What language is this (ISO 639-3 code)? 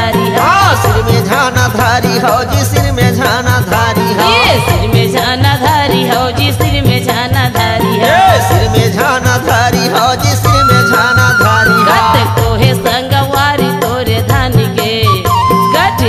hne